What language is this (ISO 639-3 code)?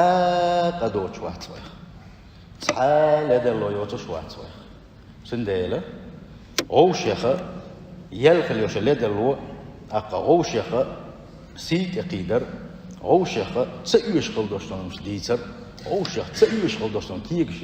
che